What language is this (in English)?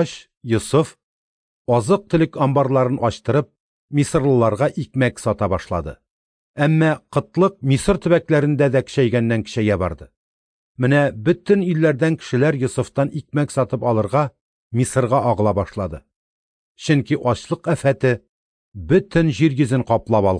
Tatar